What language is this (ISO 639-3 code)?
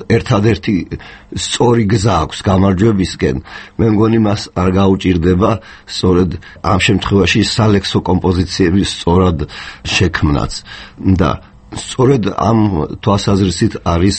kat